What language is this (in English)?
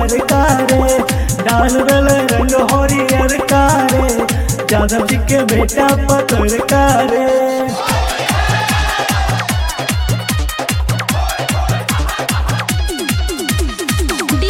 Bhojpuri